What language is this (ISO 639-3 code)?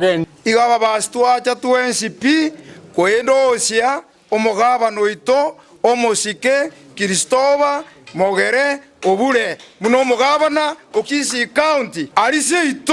guz